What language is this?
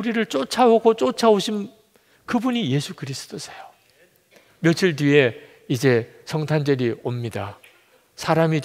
Korean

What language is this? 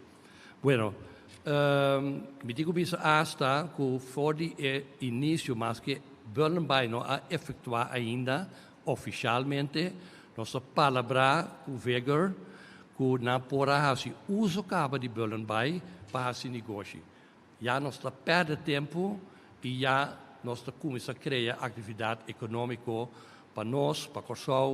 Papiamento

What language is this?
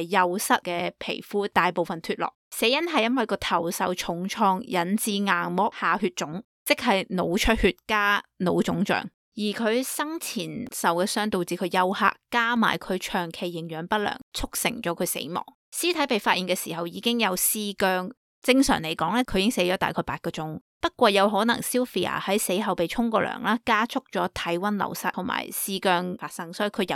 Cantonese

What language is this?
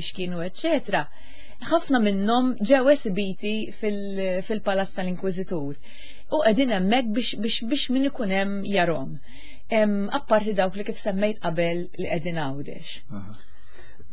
Maltese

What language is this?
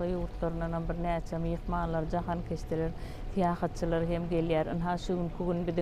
Turkmen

